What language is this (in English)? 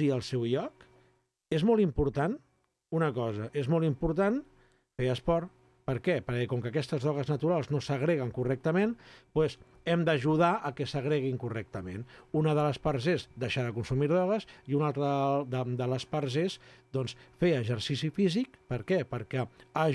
Catalan